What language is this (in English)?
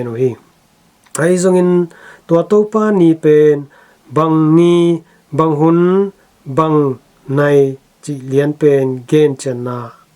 Tedim Chin